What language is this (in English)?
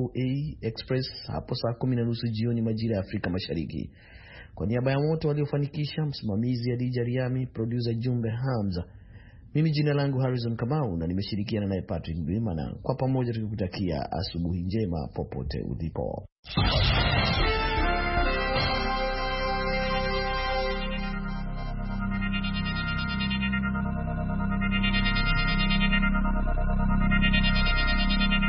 Swahili